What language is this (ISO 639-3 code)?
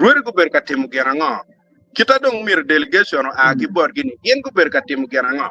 ach